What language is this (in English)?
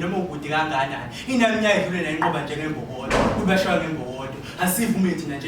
Zulu